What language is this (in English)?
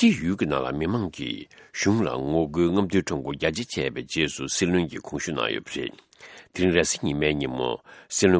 Tibetan